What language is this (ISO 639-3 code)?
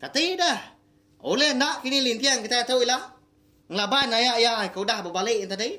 iba